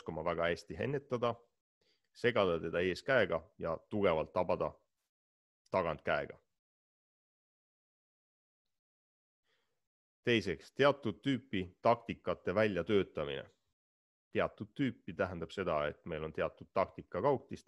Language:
Estonian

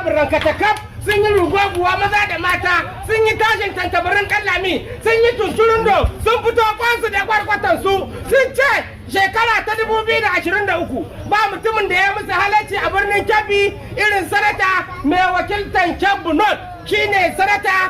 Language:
Hausa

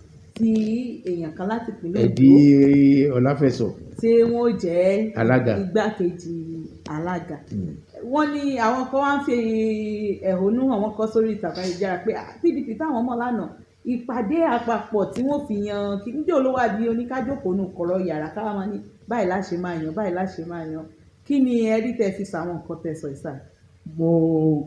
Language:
Yoruba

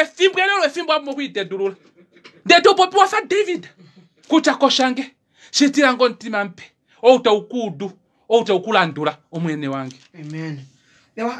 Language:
Kuanyama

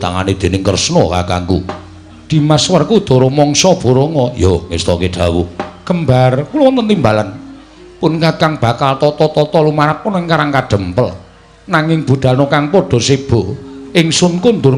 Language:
Javanese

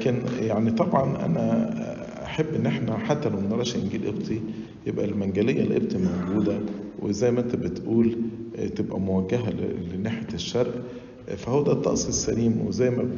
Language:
Egyptian Arabic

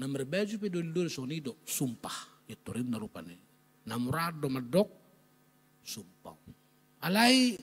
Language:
Batak Toba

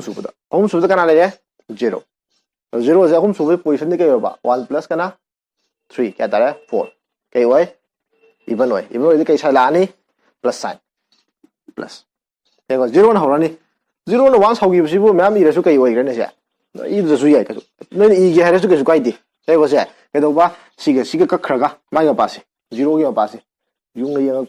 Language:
Manipuri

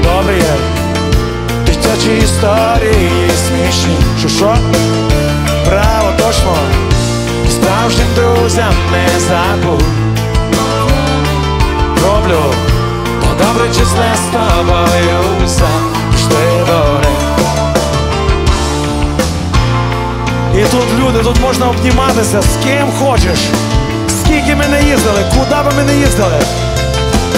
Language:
Ukrainian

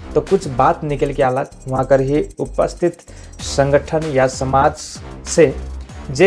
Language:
Sadri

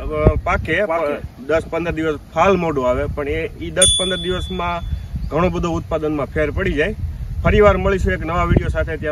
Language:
Gujarati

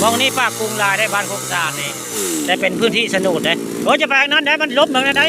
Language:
Northeastern Thai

